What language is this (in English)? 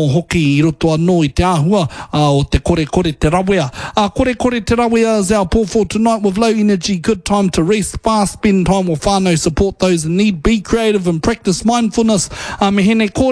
Māori